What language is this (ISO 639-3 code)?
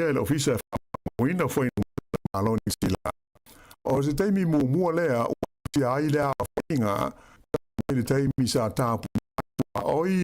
smo